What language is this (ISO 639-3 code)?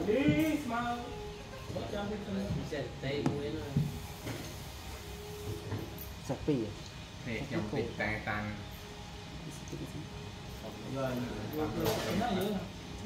vie